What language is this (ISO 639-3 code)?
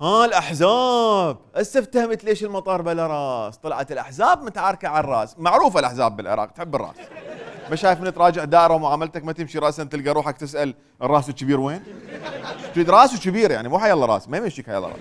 acm